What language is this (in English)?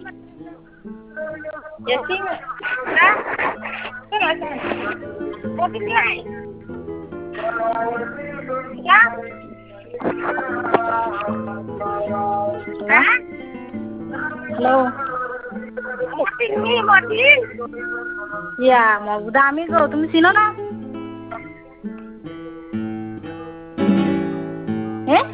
Marathi